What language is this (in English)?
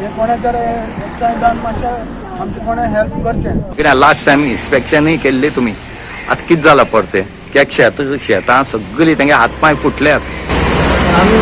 Konkani